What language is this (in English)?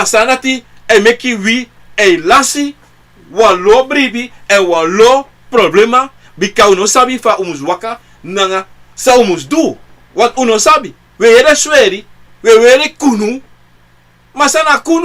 Sranan Tongo